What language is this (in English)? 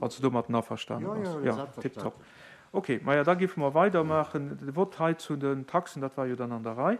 Luxembourgish